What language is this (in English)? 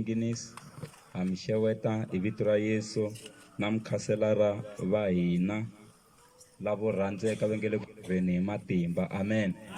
Tsonga